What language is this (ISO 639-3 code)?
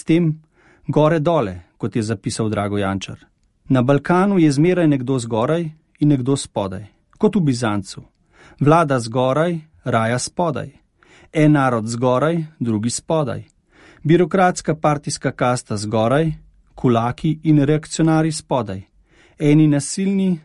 slv